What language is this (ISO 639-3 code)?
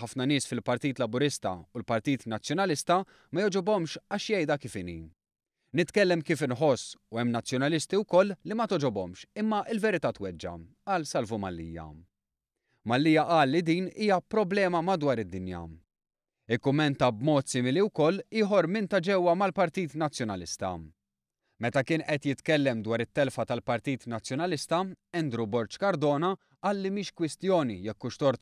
mlt